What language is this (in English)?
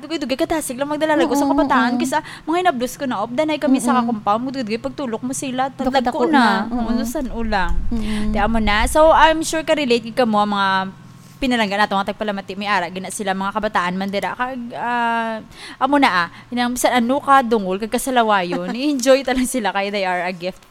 Hiligaynon